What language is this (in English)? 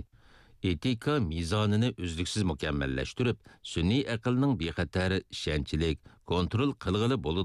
Uyghur